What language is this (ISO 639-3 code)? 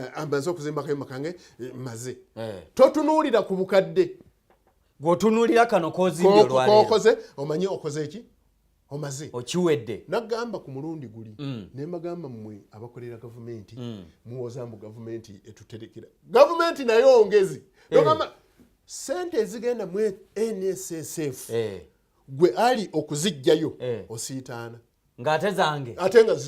lug